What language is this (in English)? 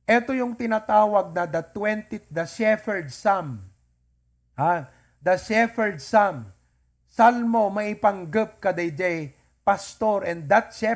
Iloko